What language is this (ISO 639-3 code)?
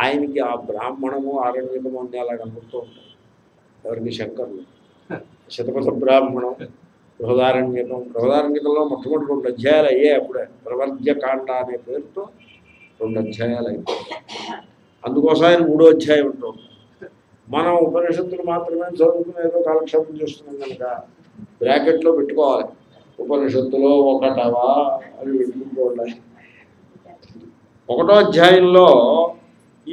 tel